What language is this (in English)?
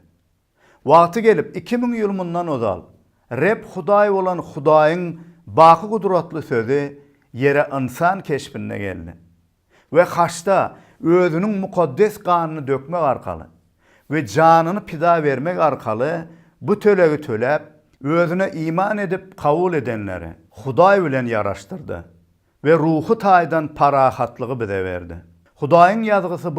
Turkmen